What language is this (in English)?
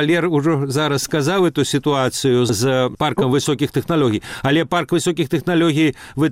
Belarusian